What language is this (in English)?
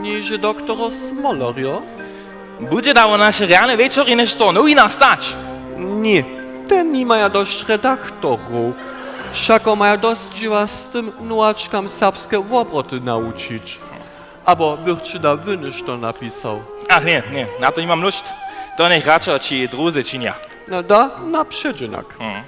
Upper Sorbian